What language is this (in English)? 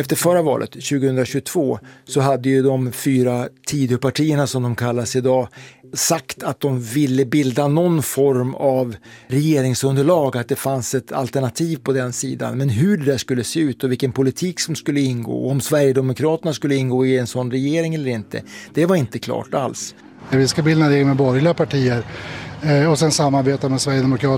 Swedish